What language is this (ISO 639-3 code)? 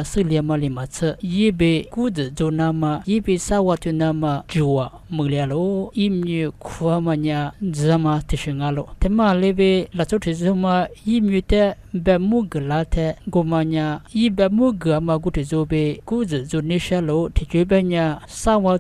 lis